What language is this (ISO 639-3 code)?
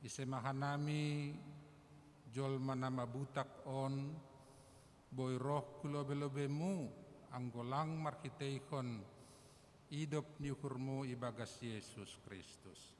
bts